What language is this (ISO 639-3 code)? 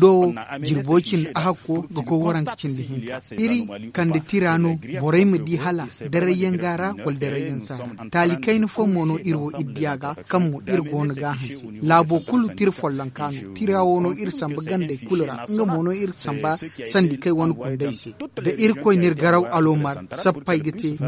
dje